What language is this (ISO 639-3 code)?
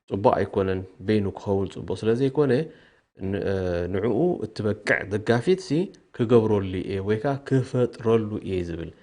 tir